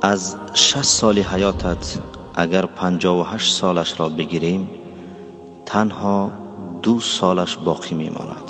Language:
Tajik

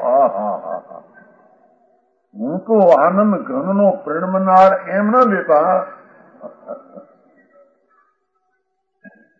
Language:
Gujarati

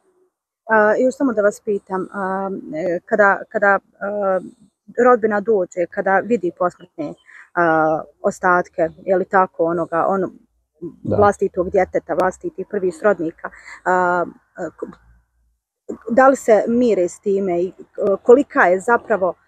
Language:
Bosnian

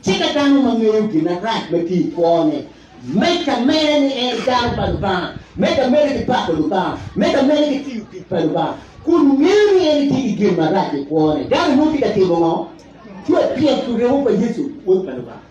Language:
Acoli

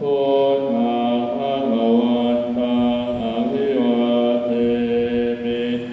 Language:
Pali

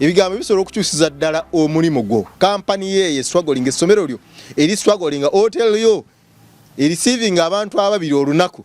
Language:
Ganda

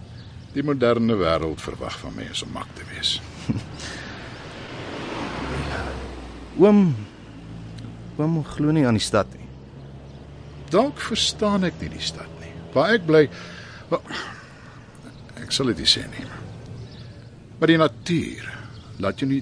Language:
Afrikaans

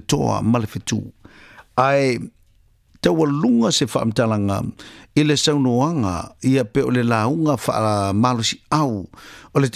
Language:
Samoan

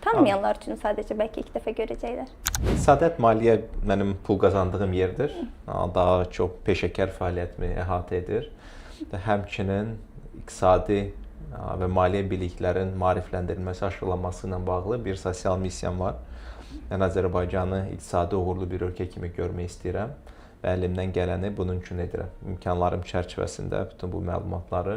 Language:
Azerbaijani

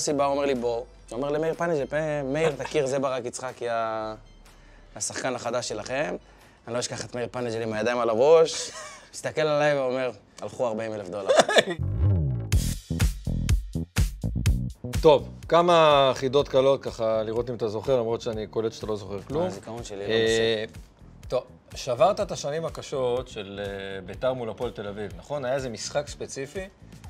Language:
Hebrew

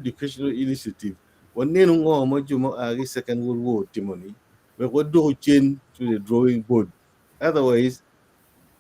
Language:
Acoli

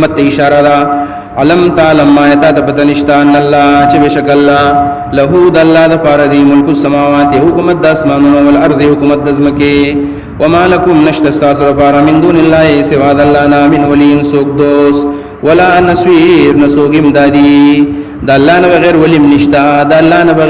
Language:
Pashto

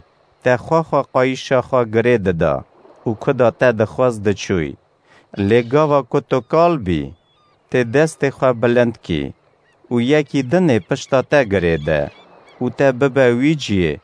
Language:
Kurdish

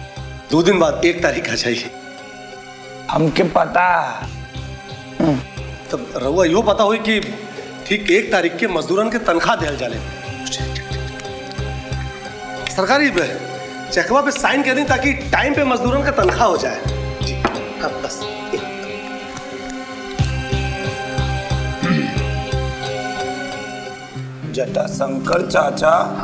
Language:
Bhojpuri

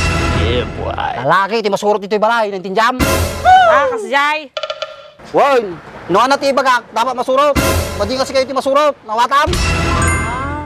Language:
Iloko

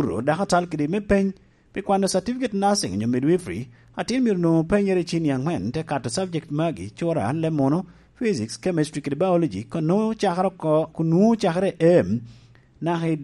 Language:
Lango (Uganda)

